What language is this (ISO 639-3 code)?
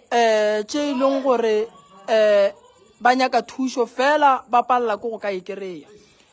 nso